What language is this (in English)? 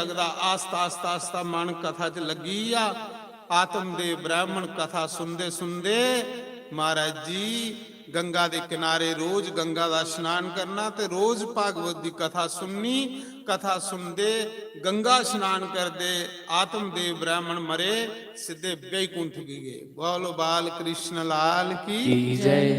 Dogri